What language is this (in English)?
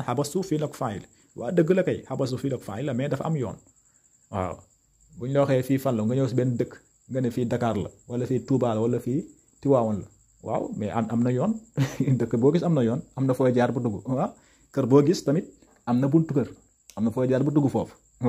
Wolof